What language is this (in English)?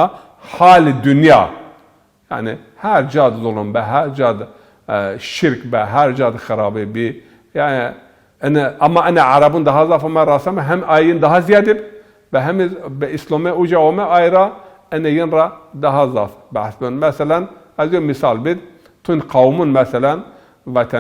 Zaza